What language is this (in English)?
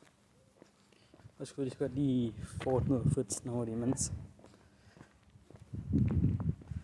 Danish